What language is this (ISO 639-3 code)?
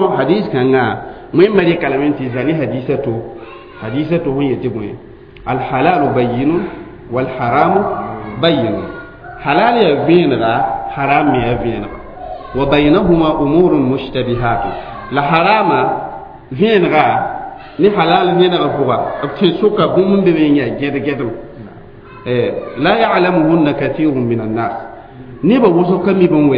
mos